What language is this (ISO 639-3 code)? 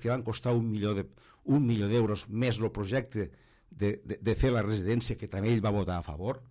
cat